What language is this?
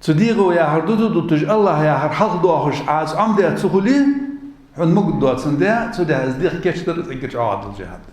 Ingush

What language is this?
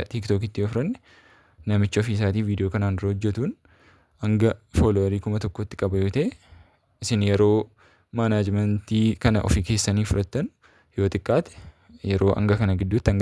Oromo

